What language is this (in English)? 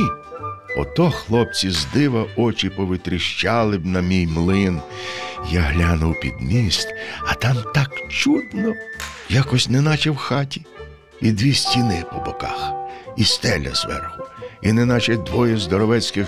Ukrainian